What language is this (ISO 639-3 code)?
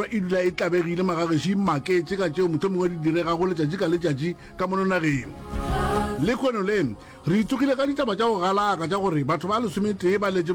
nso